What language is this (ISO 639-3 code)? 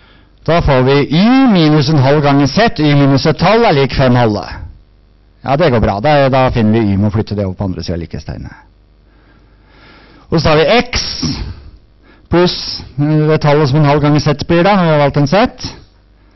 nor